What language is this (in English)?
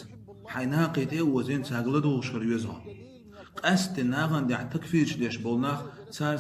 Chechen